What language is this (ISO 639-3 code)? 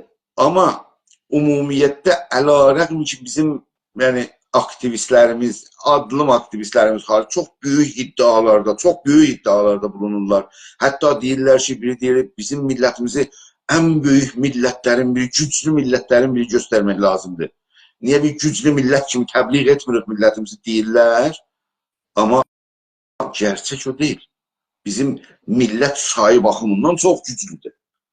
azb